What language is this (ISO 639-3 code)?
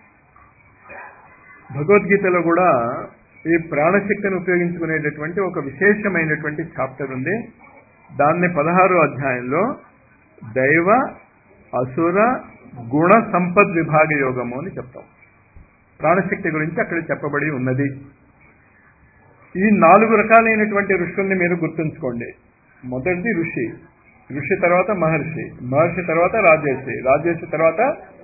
tel